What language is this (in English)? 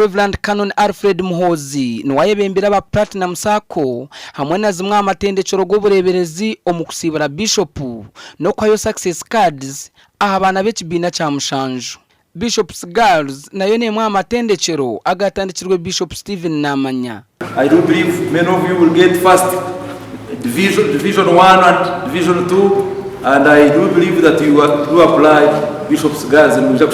Nyankole